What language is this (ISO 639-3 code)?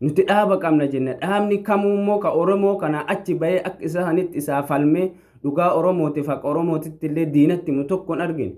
orm